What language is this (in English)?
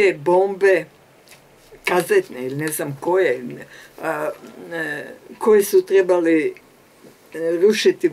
Croatian